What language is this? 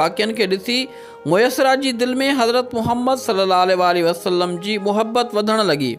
Sindhi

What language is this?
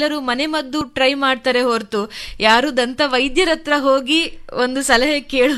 Kannada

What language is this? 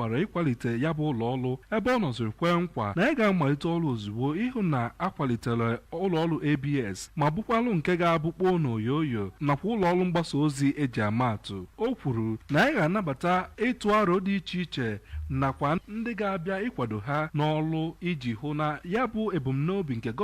Igbo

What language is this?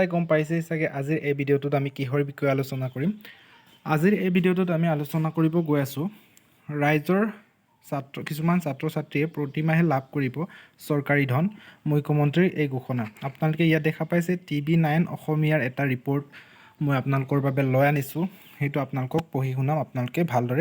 Assamese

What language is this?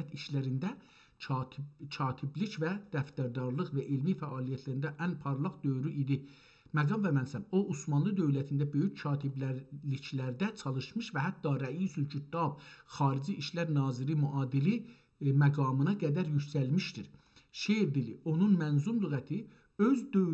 South Azerbaijani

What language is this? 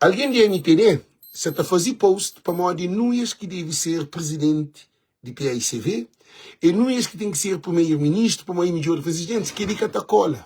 Kabuverdianu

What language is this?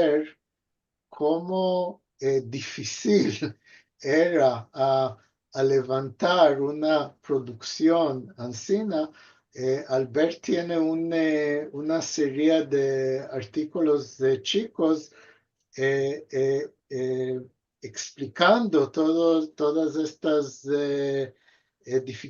Ladino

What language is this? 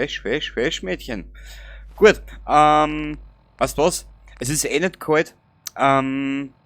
Bavarian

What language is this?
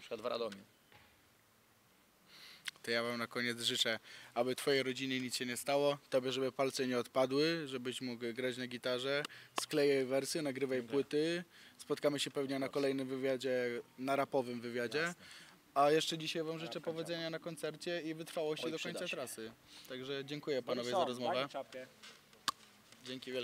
Polish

